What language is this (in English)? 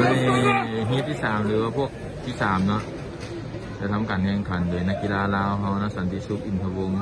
Lao